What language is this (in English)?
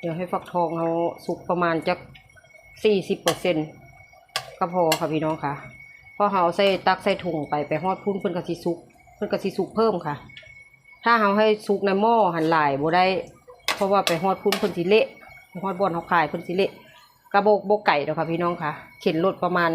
Northeastern Thai